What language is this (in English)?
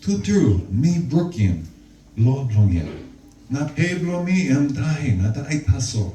Tok Pisin